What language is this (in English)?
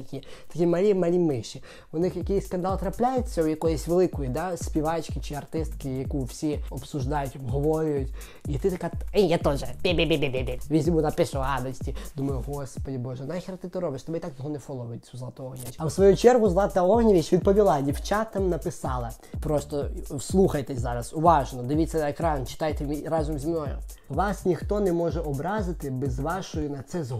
Ukrainian